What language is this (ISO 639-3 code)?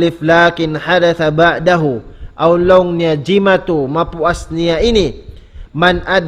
tsg